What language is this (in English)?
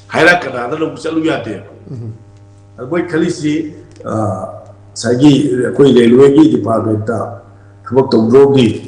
Manipuri